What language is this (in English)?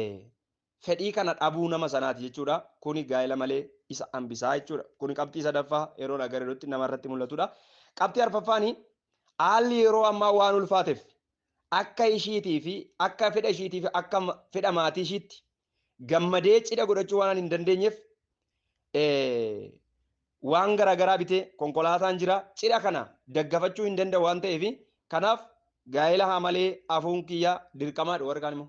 Oromo